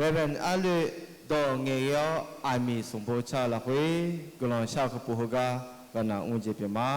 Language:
Akha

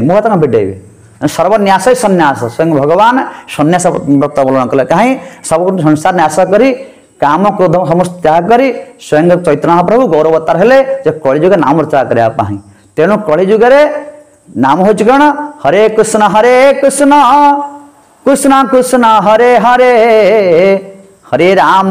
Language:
Odia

